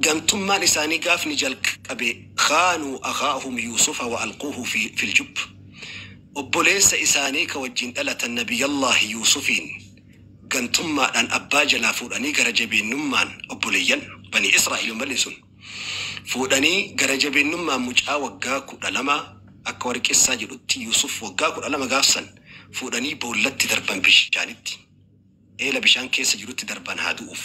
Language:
Oromo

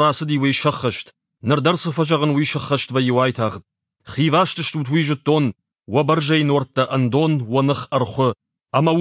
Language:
Ossetic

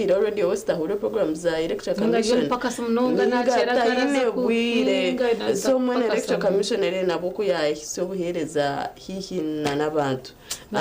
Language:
Nyankole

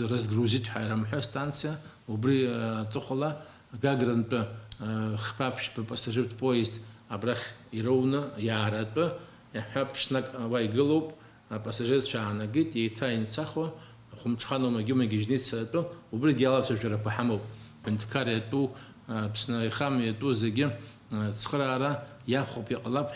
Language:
Abkhazian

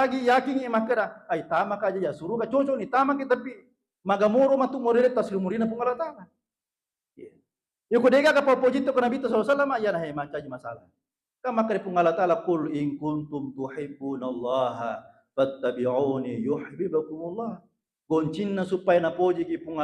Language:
Buginese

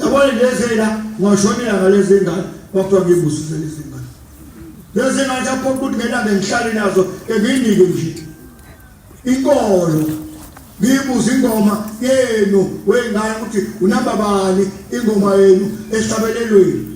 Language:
Zulu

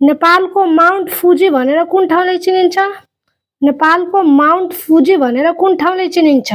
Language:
Nepali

